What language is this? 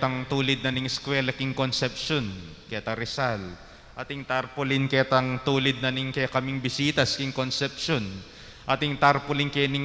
Pampanga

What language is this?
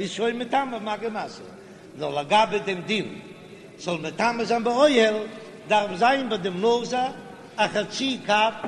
Yiddish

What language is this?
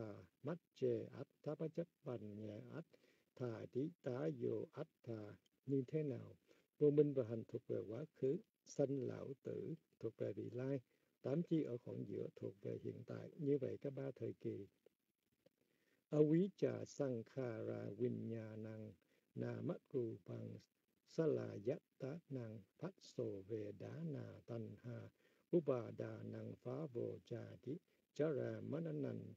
Vietnamese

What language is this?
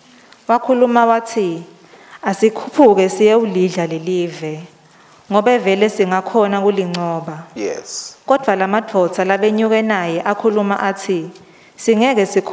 Swati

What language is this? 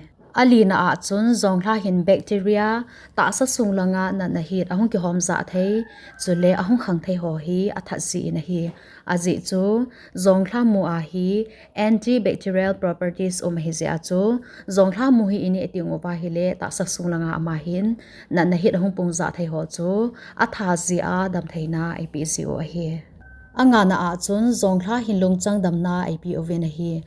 Thado Chin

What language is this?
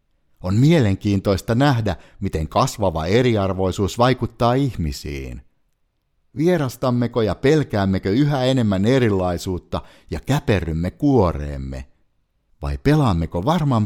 Finnish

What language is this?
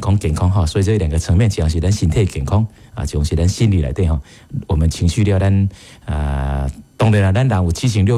Min Nan Chinese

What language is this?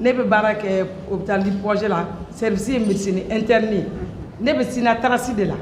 Bambara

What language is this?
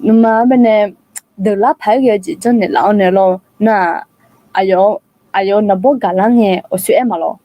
Akha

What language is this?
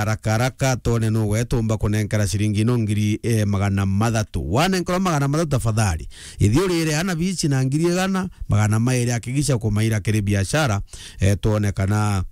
Meru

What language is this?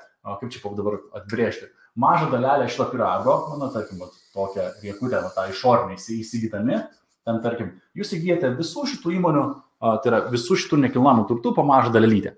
Lithuanian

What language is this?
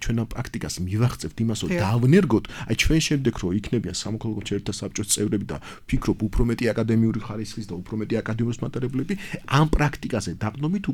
Georgian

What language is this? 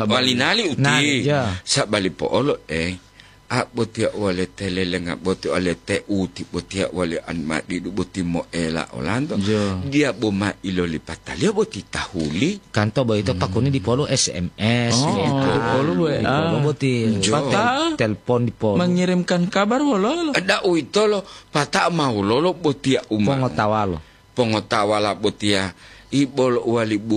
Gorontalo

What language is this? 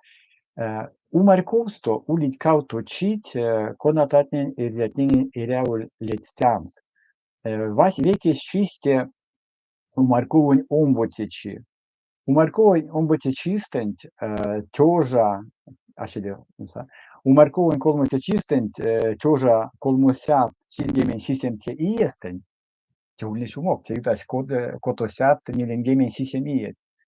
Erzya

